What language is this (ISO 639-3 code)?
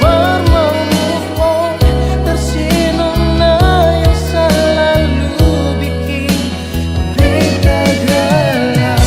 abs